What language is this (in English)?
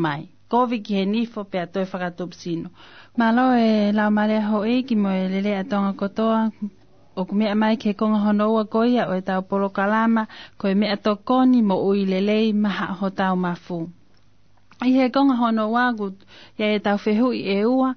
Tongan